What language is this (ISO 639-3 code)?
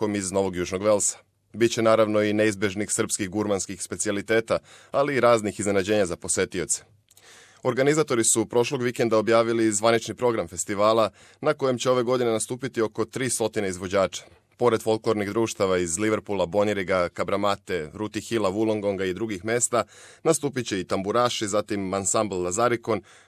srp